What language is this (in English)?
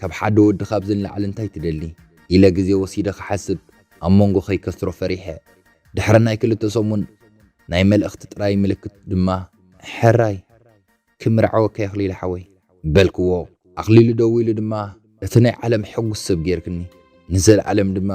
Tigrinya